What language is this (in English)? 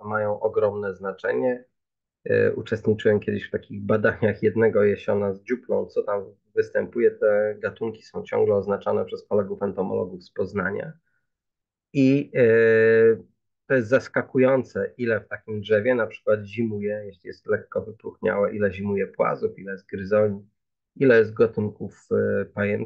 Polish